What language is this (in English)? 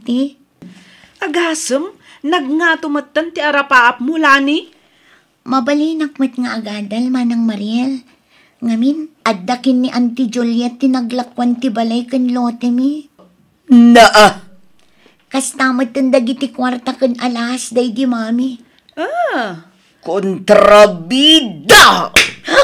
Iloko